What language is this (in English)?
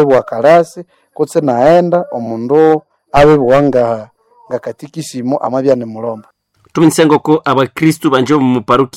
Nande